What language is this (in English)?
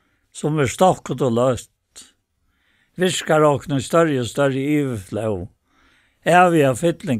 Faroese